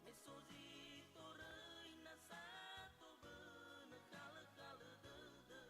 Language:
Nias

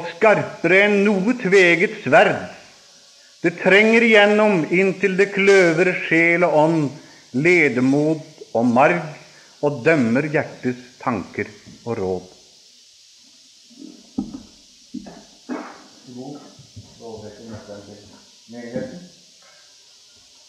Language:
Norwegian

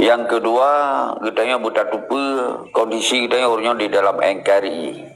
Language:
Achinese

